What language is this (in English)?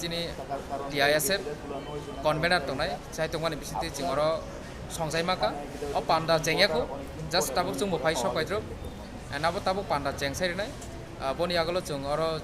Kok Borok